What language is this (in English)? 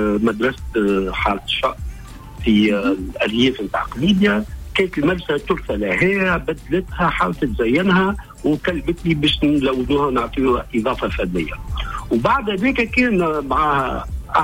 Tunisian Arabic